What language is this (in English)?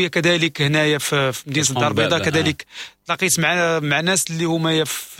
Moroccan Arabic